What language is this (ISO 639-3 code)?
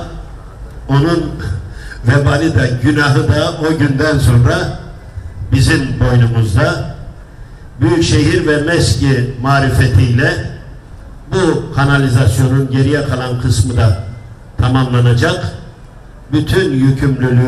tur